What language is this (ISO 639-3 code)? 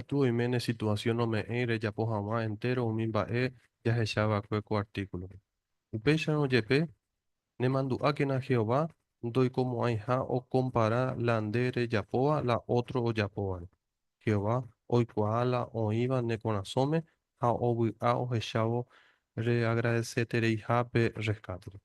grn